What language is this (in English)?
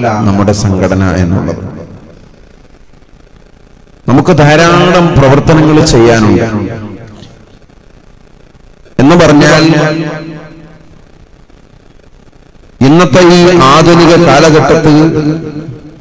Malayalam